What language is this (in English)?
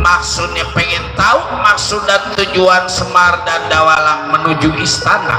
Betawi